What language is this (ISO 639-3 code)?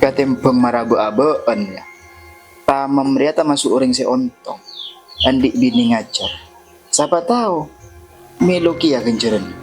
mad